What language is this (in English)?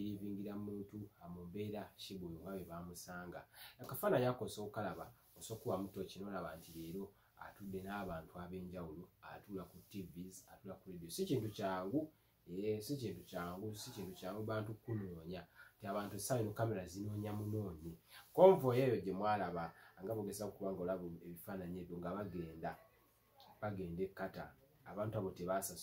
Ganda